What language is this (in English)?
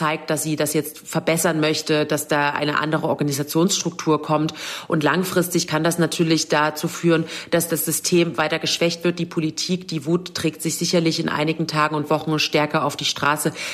German